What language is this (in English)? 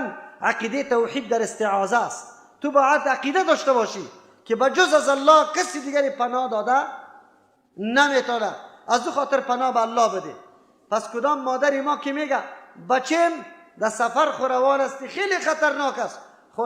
Persian